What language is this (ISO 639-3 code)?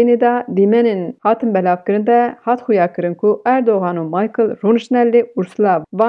kur